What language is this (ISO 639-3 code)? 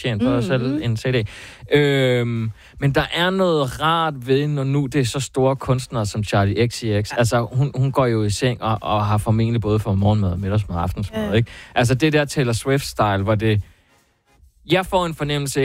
dan